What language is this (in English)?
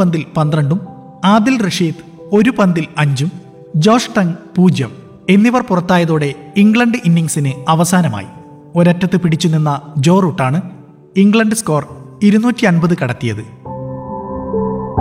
Malayalam